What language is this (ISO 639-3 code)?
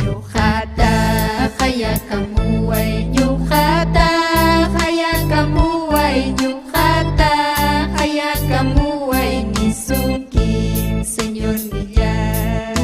quy